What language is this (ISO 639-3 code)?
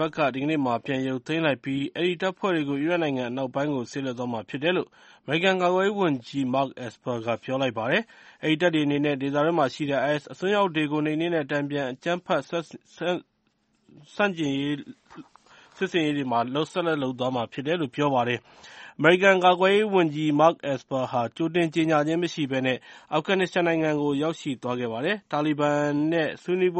mya